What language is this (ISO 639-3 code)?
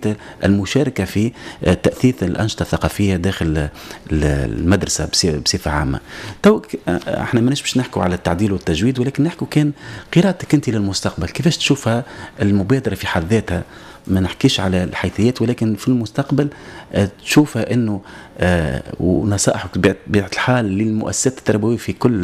aeb